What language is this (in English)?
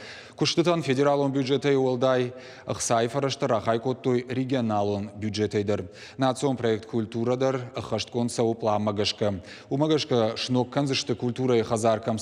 Ossetic